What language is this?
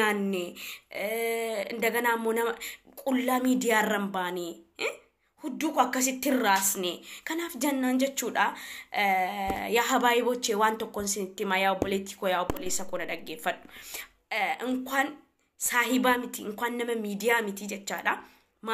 Oromo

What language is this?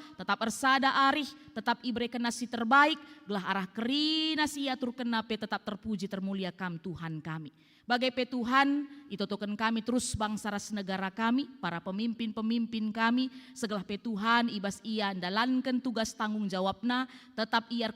Batak Karo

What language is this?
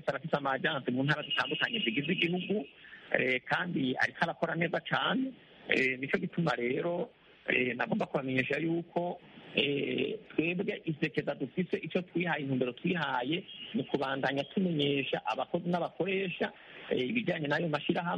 Kinyarwanda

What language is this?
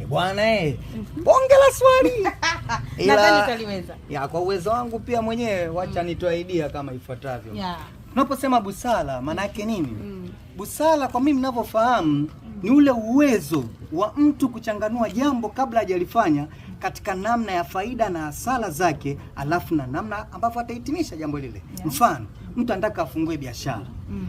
Swahili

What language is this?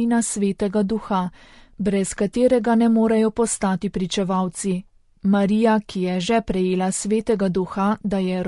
Slovenian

